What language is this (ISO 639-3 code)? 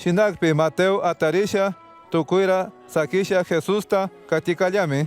qug